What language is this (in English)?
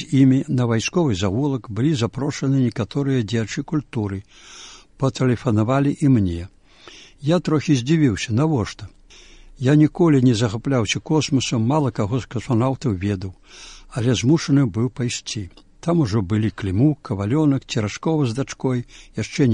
Belarusian